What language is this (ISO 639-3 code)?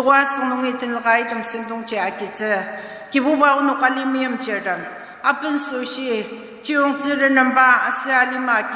njo